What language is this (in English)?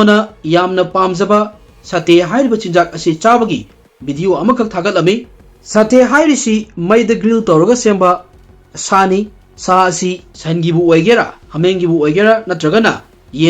Manipuri